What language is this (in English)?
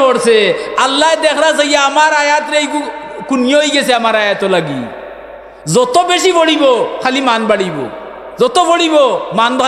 Sylheti